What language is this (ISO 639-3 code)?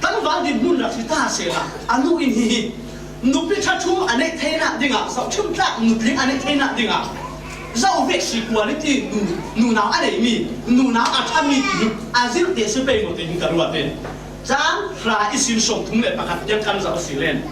cfm